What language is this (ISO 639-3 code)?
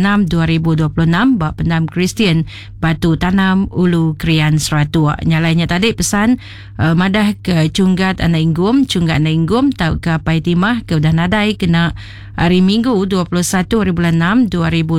iba